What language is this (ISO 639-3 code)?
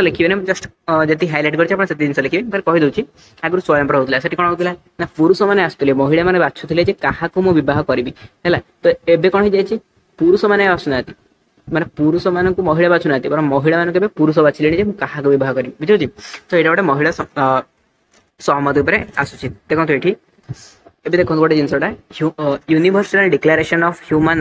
ori